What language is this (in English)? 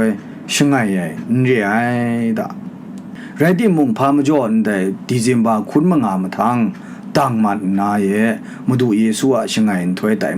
Kachin